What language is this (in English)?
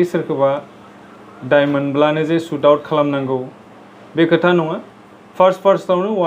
Bodo